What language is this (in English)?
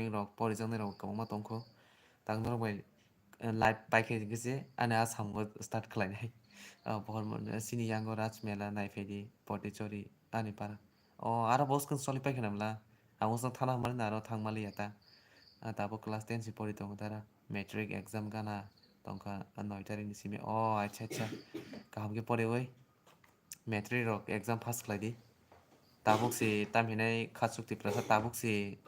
Kok Borok